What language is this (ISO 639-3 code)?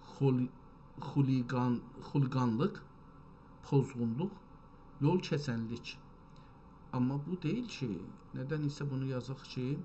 azb